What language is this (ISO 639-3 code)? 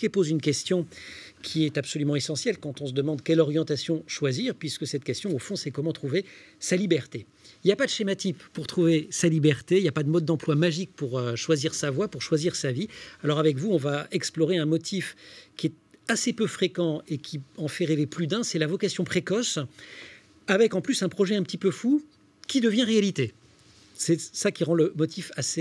fra